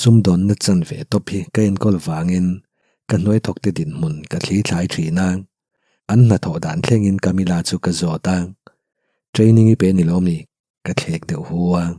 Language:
Mizo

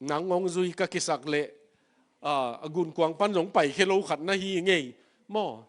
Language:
Tedim Chin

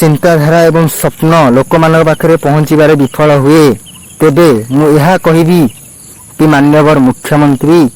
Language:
Odia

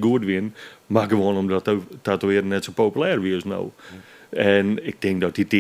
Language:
Western Frisian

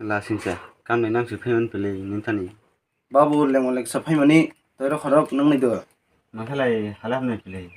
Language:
Kok Borok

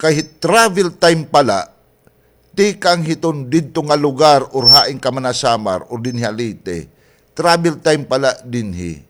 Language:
Waray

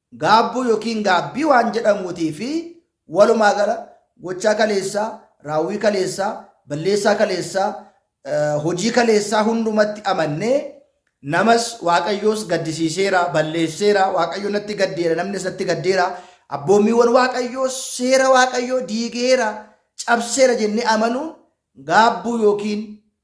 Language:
Oromo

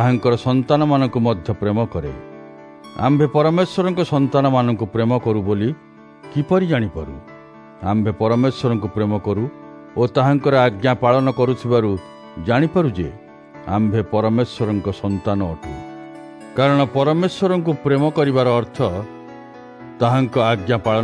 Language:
Odia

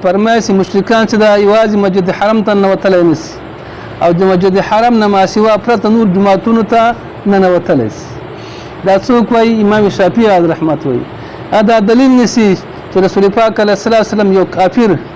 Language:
Pashto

